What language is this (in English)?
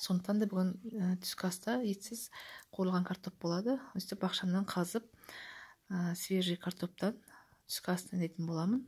Kazakh